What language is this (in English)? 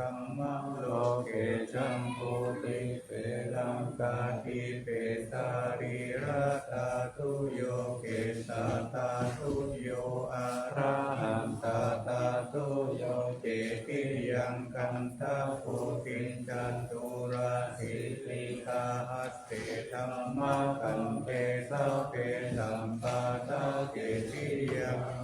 Pali